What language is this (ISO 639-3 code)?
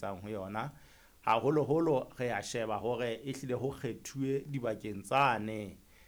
sot